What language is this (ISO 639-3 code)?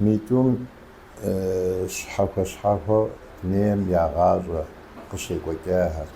kbd